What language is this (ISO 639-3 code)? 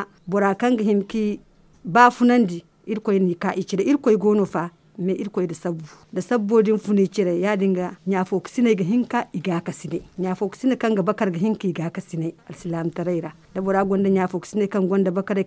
dje